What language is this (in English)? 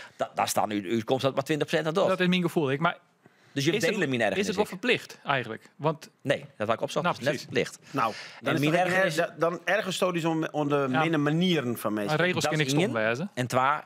Western Frisian